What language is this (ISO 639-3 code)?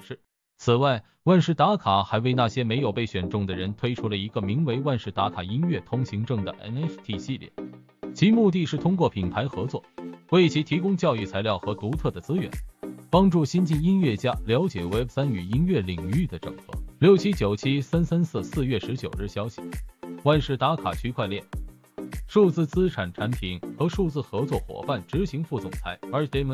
zho